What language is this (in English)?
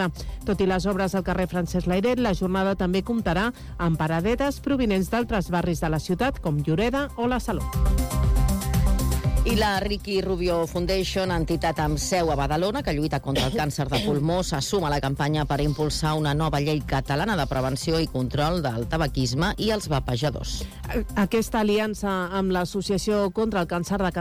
Catalan